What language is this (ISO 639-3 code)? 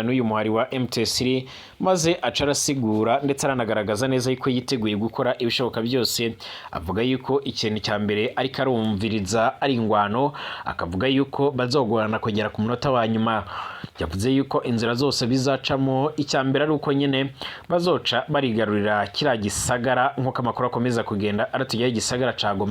run